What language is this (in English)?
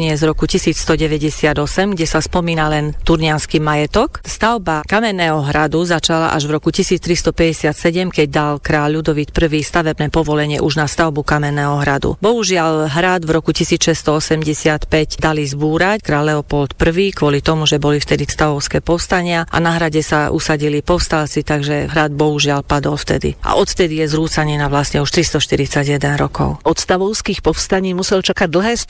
Slovak